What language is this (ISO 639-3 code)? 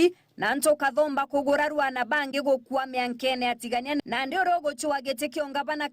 mer